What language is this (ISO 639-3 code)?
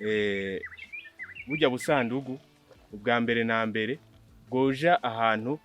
run